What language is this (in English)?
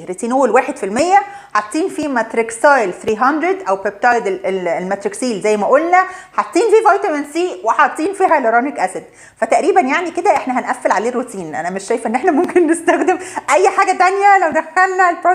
Egyptian Arabic